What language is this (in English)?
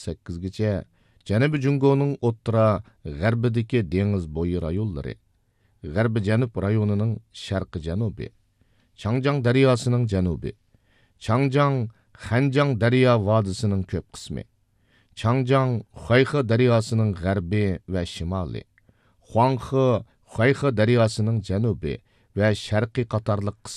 Uyghur